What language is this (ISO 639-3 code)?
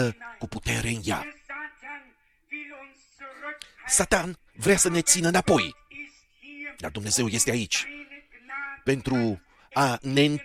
ron